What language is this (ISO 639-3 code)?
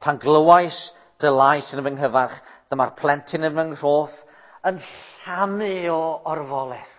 cym